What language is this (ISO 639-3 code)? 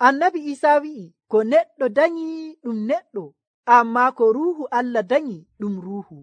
fuv